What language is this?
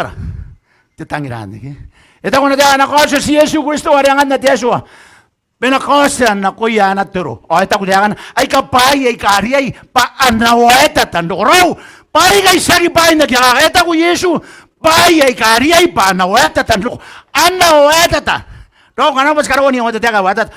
Gilbertese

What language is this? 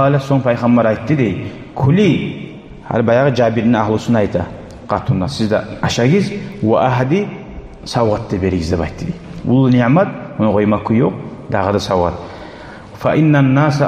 Kumyk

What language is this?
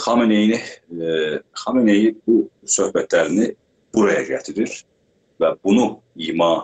South Azerbaijani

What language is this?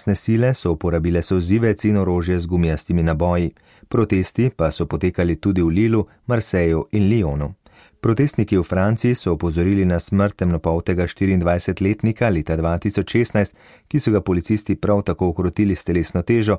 Slovenian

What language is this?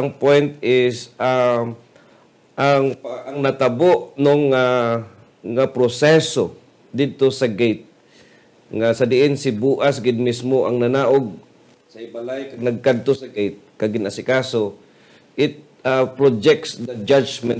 Hiligaynon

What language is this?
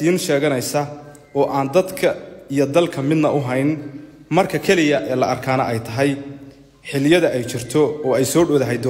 Somali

